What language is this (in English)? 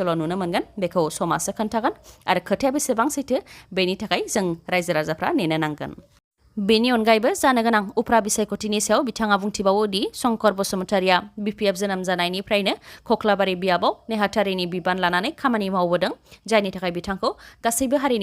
Bodo